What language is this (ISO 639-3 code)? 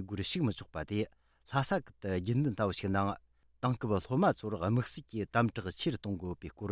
bod